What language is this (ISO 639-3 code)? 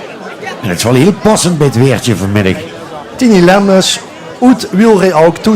lim